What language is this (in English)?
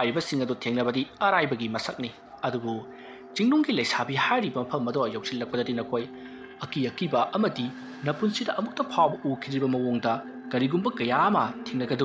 Manipuri